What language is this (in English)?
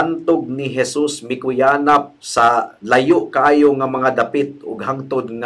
Cebuano